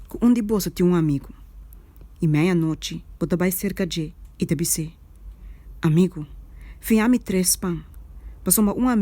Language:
Papiamento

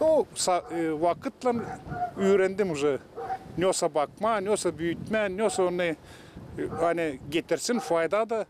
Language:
Gagauz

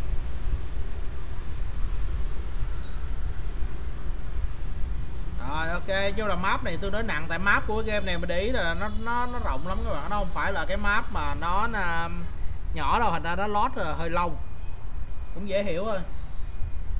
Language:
Vietnamese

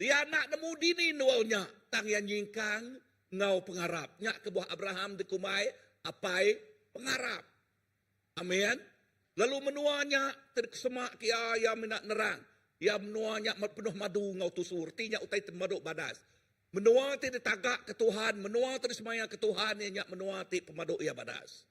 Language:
Iban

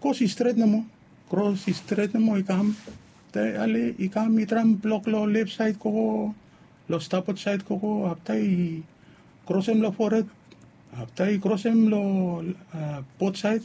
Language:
Bislama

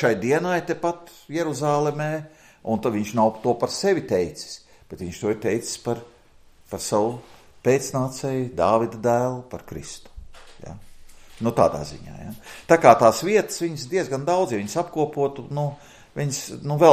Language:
Latvian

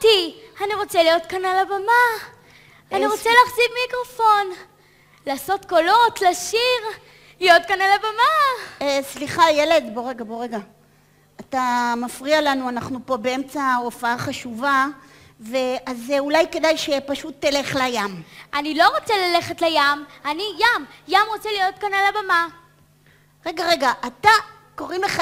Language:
Hebrew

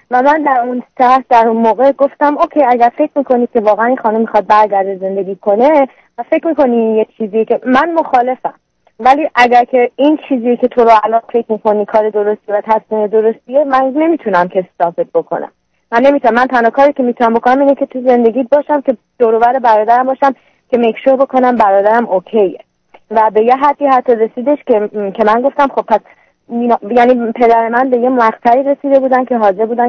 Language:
Persian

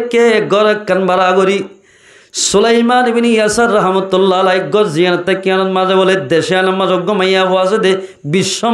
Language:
Rohingya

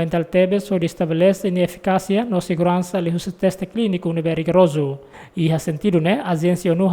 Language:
Tetum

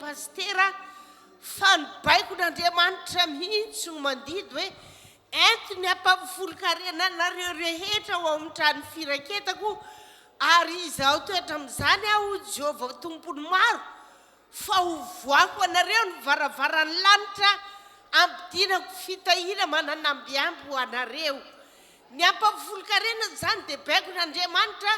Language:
Malagasy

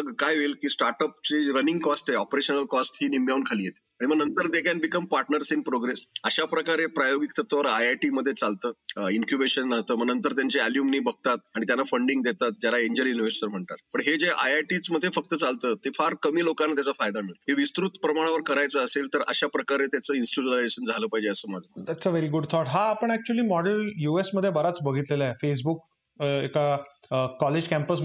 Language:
Marathi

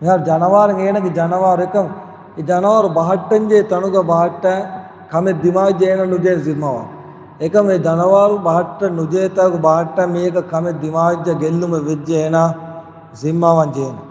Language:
Divehi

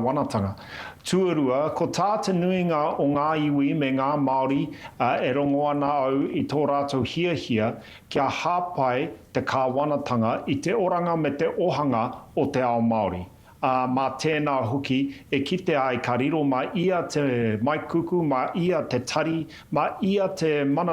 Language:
Māori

